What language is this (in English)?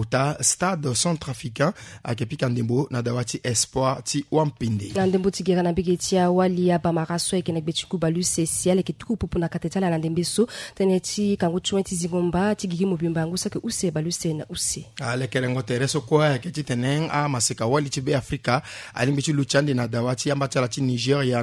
Sango